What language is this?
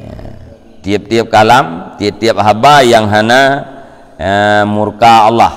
Achinese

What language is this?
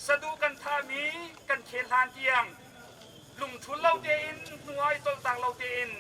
Hakha Chin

